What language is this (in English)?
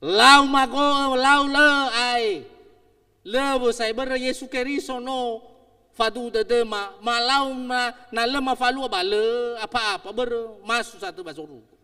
Nias